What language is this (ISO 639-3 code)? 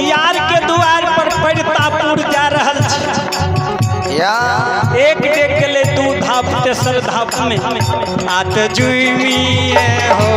mai